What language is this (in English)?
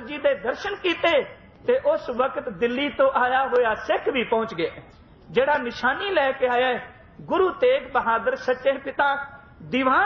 Punjabi